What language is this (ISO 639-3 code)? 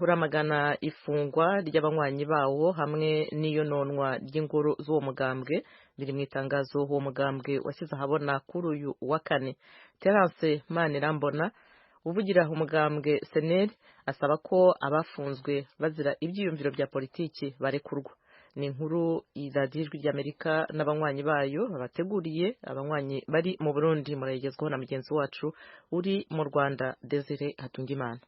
run